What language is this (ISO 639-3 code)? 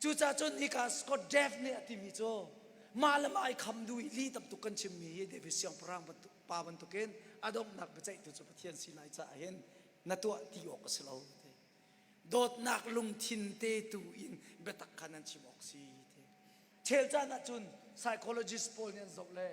cnh